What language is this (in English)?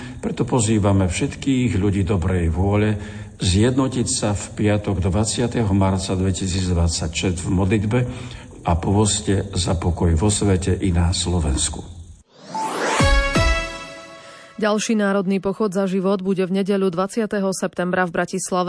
Slovak